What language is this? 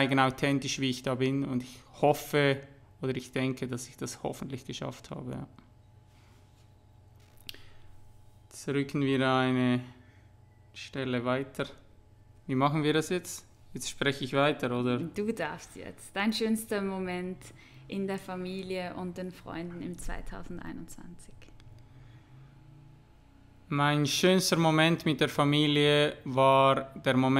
German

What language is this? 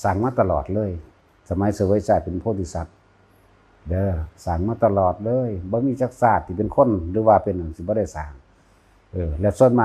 Northeastern Thai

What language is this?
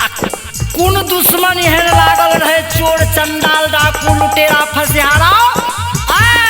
Maithili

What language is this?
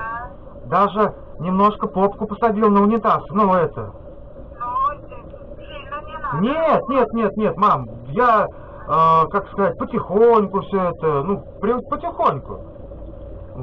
Russian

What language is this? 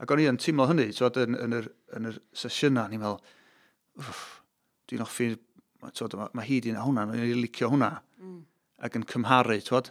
Welsh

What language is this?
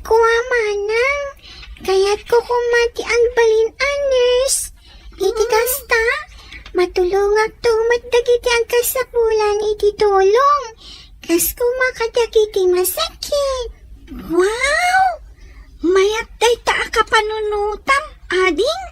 Iloko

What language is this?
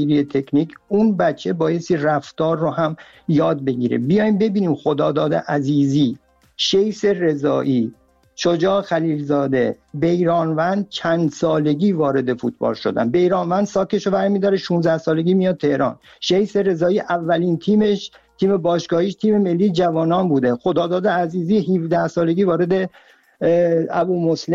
Persian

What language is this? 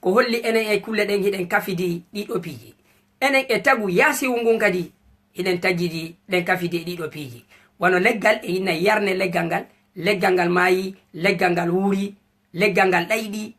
Fula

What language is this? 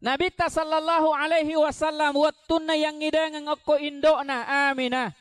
Buginese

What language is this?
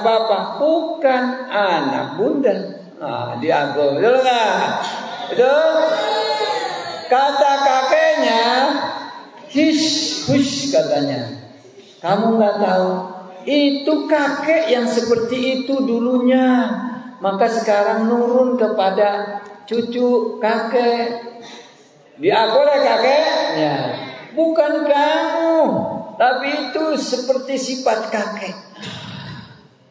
Indonesian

